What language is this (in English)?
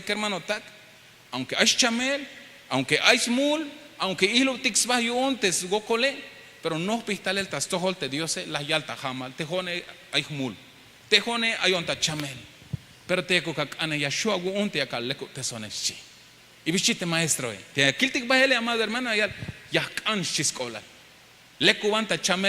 Tzeltal